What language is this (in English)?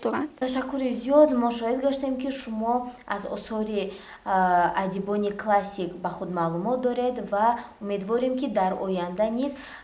Tajik